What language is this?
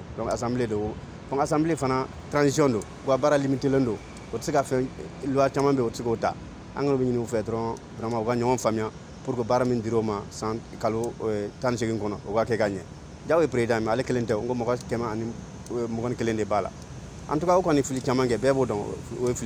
Bambara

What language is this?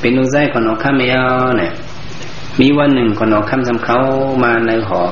Shan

